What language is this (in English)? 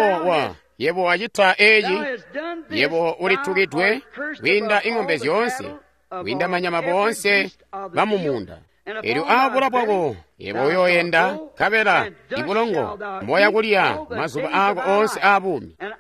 Tonga (Zambia)